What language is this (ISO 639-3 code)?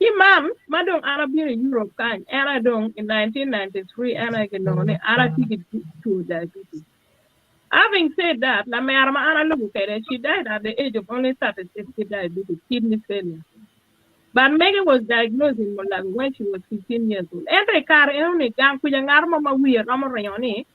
ach